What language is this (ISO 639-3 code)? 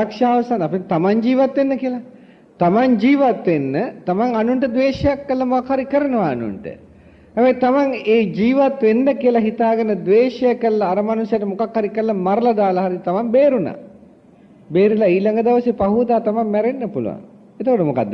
sin